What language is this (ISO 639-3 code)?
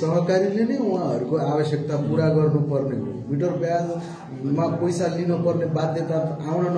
nep